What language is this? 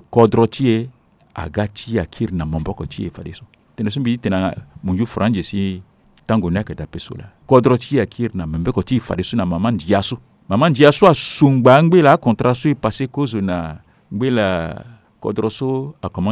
Sango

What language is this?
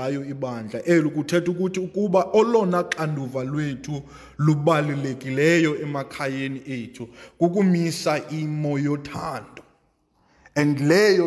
Xhosa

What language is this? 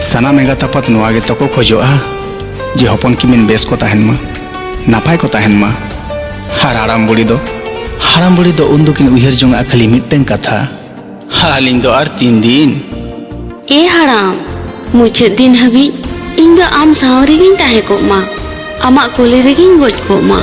Santali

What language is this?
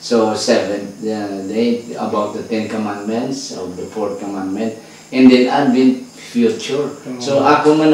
Hiligaynon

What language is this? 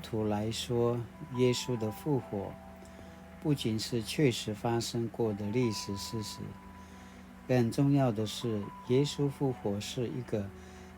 Paiwan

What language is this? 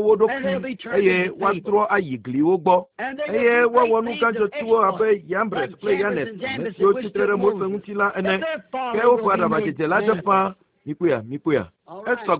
Ewe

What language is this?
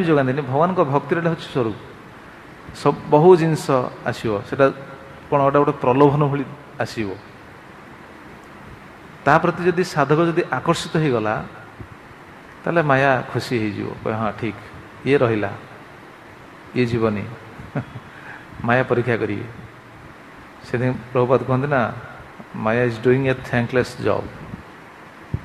Odia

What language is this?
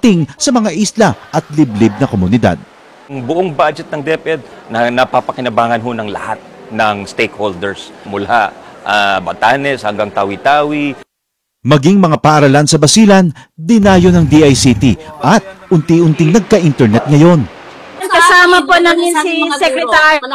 Filipino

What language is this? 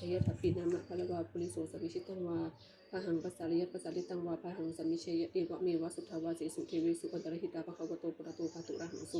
Pali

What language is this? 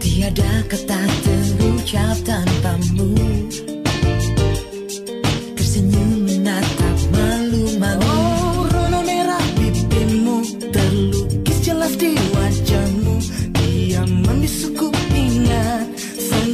Indonesian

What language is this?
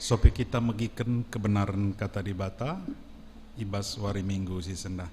Batak Karo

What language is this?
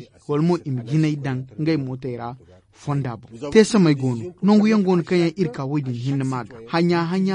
Zarma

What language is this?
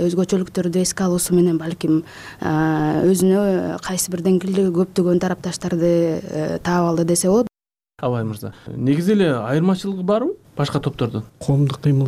Kyrgyz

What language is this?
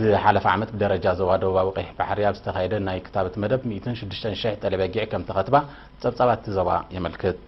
Tigrinya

